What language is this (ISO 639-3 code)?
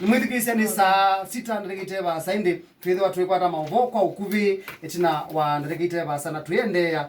kam